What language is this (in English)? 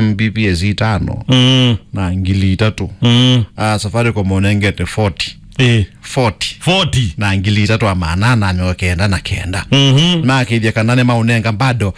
Kamba